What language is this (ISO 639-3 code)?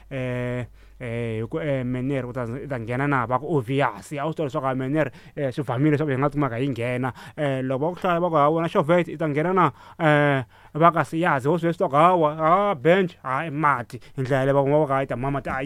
tso